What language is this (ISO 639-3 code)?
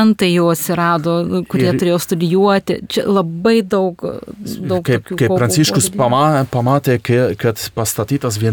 lit